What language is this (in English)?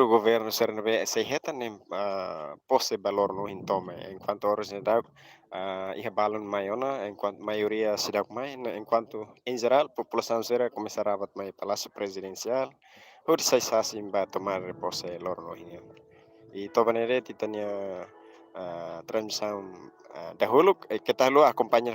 Tetum